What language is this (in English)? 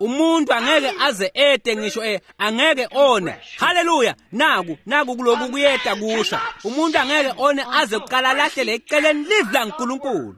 Swati